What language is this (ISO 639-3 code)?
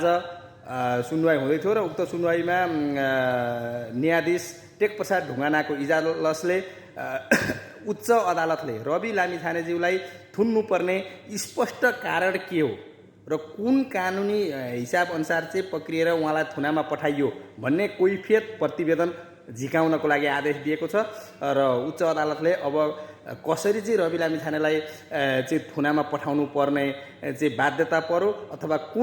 nep